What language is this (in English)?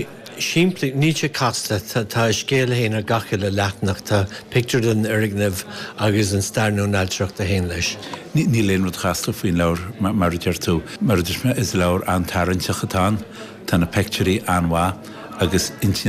Irish